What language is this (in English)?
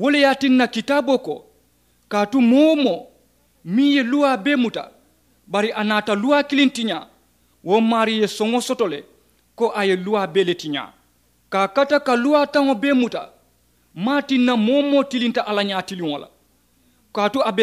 Mandingo